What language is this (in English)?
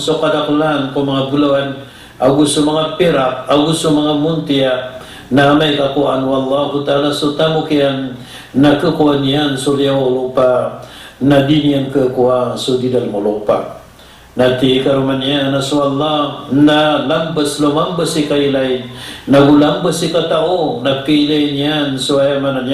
Maranao